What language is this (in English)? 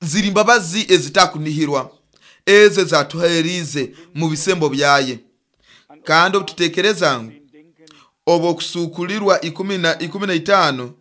Nyoro